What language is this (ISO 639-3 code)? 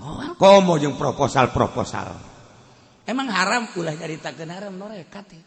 sun